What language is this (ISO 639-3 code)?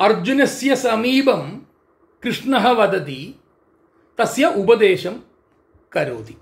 san